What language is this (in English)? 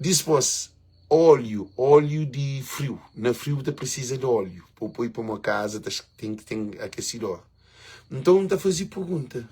Kabuverdianu